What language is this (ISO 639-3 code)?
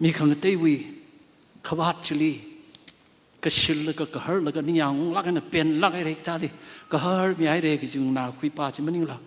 nmf